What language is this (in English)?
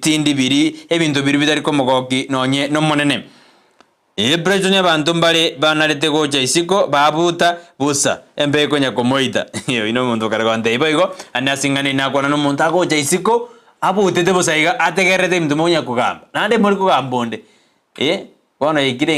Gusii